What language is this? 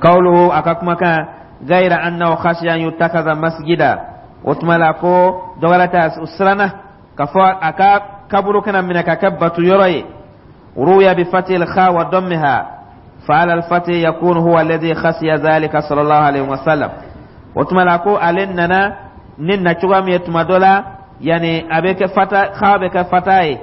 Dyula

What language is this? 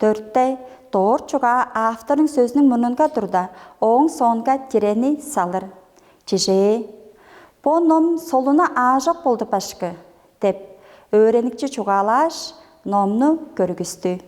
Tuvinian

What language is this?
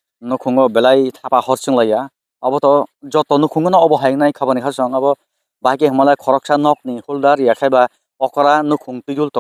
Kok Borok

